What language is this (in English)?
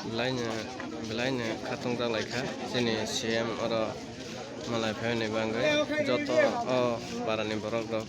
Kok Borok